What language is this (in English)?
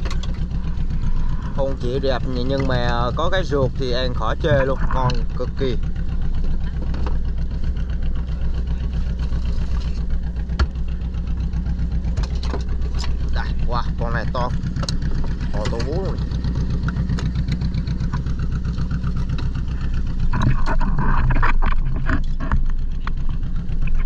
Vietnamese